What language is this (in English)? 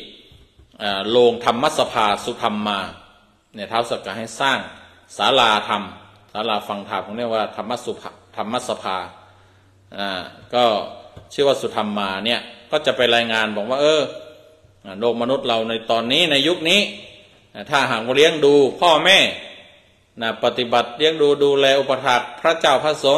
Thai